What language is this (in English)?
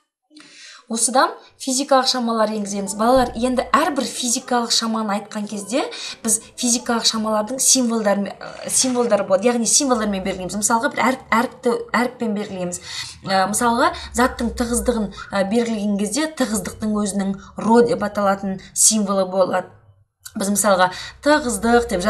Kazakh